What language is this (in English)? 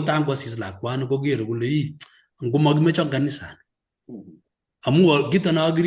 Kalenjin